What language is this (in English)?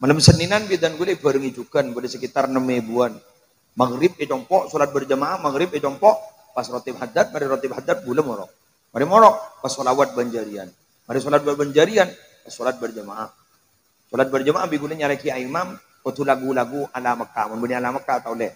Madurese